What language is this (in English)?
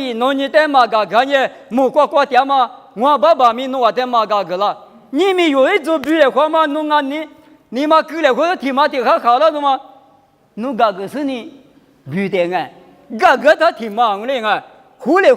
Lisu